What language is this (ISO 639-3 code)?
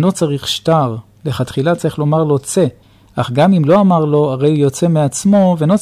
heb